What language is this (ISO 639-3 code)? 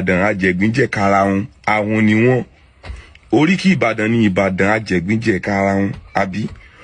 yor